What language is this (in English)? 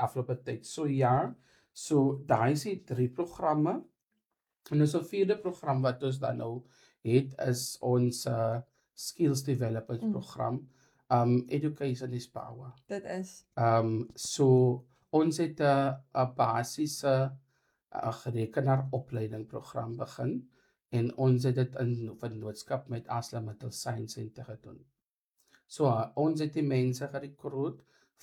Afrikaans